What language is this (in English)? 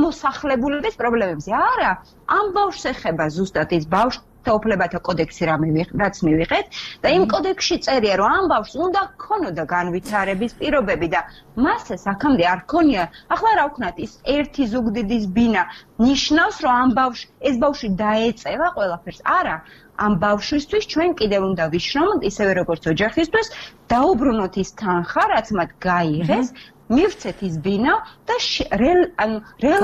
Georgian